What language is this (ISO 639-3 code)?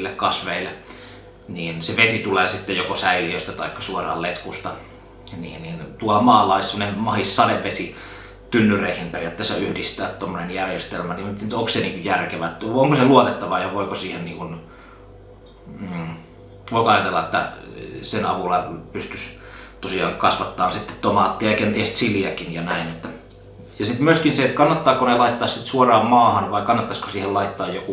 fin